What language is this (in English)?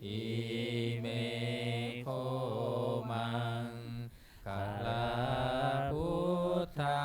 Pali